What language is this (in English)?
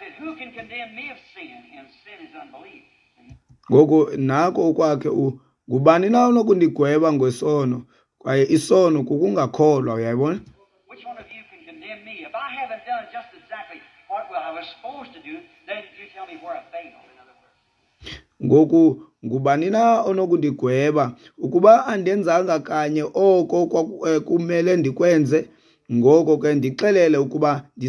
Xhosa